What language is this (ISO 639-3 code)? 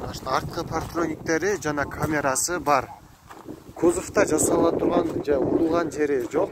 kir